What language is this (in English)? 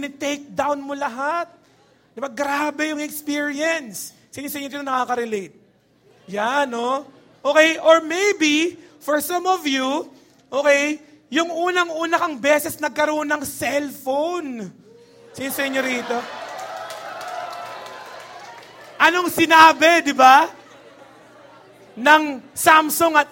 Filipino